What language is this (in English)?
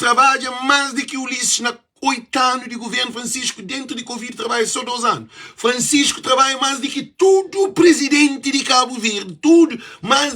Kabuverdianu